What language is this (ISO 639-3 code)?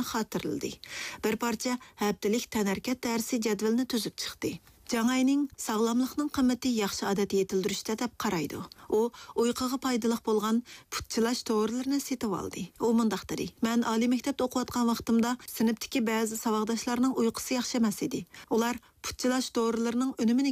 uig